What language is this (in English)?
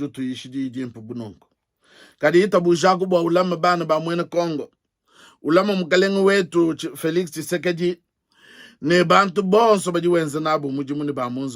Luba-Lulua